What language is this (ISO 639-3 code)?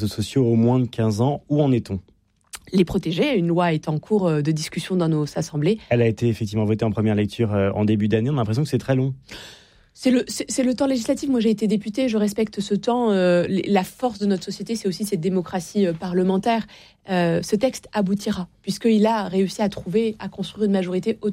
fra